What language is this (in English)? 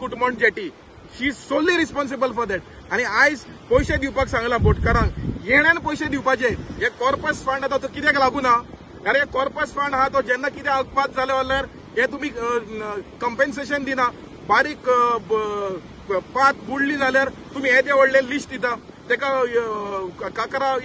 Konkani